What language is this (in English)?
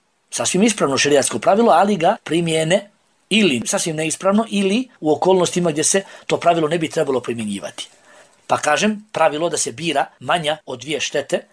Bosnian